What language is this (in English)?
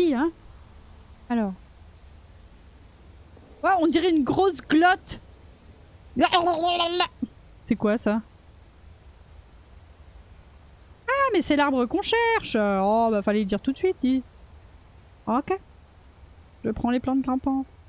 French